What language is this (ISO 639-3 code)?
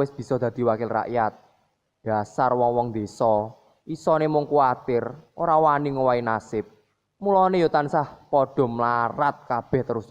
jav